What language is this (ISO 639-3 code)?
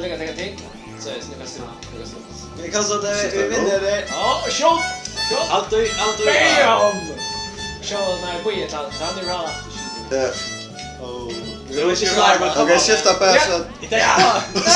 fao